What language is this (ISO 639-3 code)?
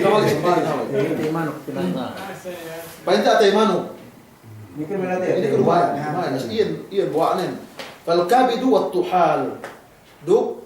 yka